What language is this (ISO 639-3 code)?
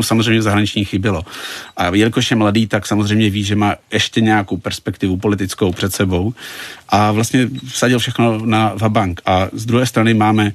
ces